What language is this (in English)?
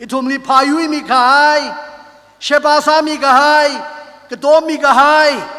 Tangkhul Naga (India)